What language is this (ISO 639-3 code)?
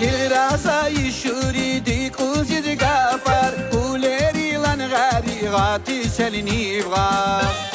tab